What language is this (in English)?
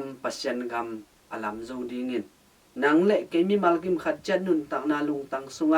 Tedim Chin